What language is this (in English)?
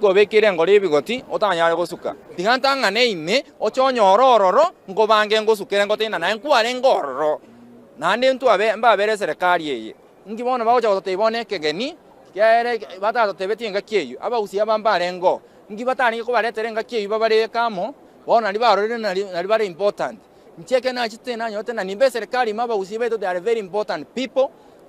Gusii